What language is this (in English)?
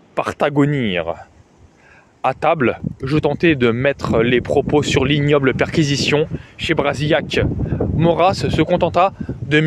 French